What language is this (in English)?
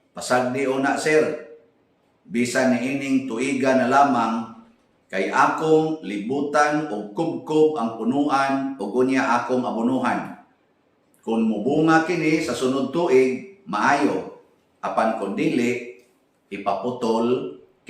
Cebuano